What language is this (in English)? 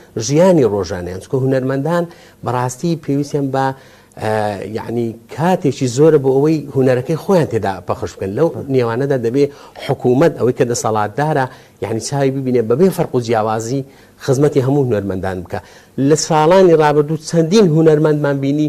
Central Kurdish